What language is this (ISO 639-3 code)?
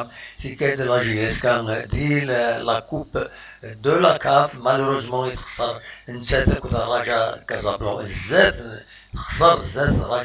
kab